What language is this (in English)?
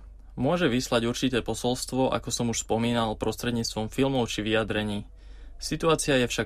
Slovak